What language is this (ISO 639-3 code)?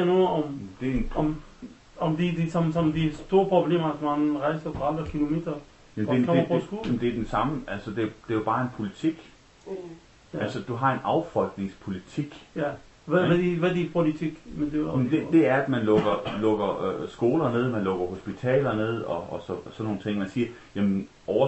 dan